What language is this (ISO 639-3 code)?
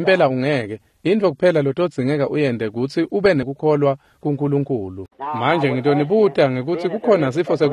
ssw